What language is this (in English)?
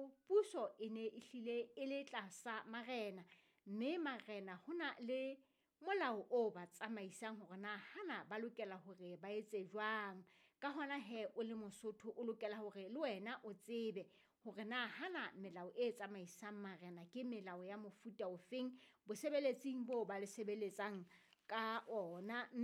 Southern Sotho